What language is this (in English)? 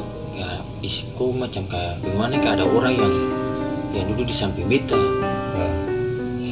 Ambonese Malay